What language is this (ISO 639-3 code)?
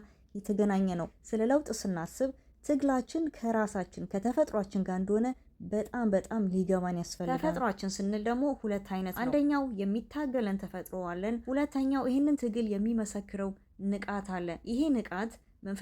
amh